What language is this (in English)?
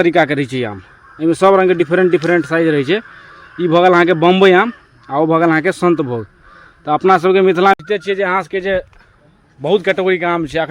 Maithili